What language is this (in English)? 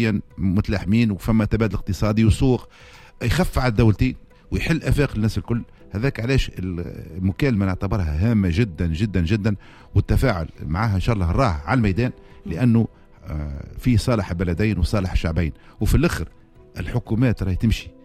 Tunisian Arabic